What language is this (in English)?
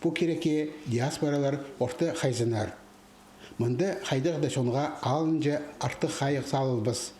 Khakas